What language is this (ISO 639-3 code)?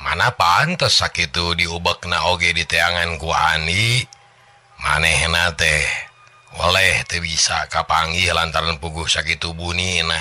sun